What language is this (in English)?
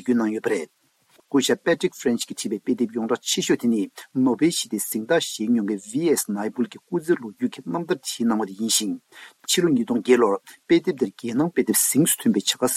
Tibetan